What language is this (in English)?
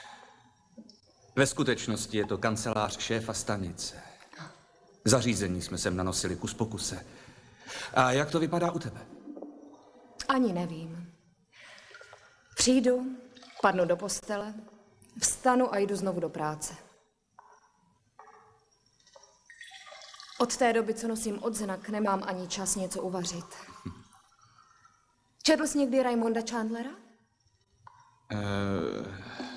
Czech